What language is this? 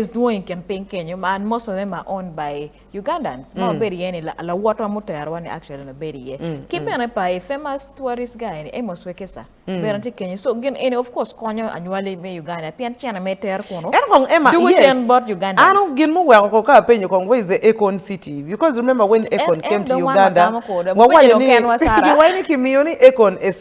Acoli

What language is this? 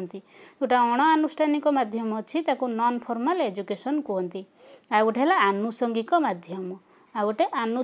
Odia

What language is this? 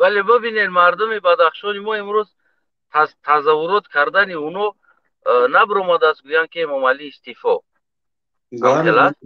Tajik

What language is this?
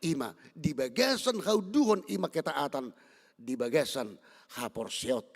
Batak Toba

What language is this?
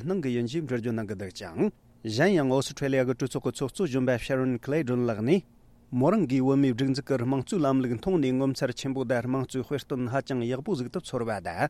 Tibetan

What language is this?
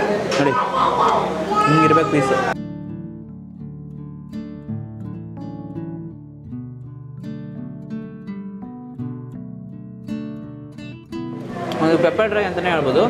Kannada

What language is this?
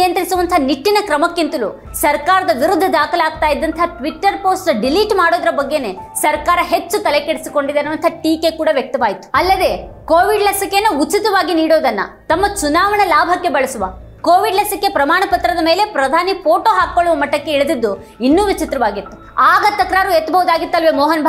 Kannada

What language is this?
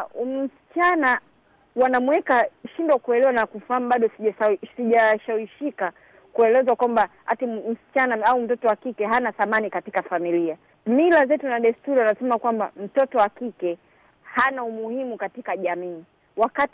Swahili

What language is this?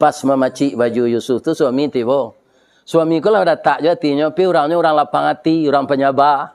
Minangkabau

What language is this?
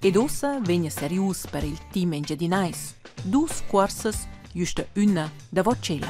Romansh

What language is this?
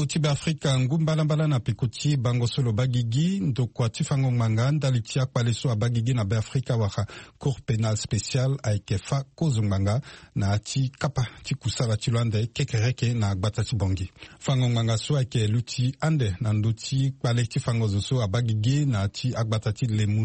Sango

